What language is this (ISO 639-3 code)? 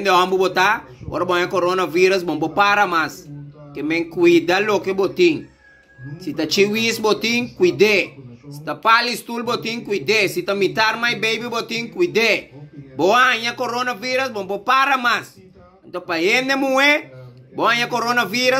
pap